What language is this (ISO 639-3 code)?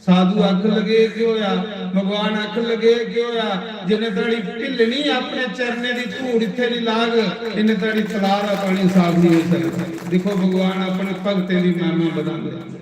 doi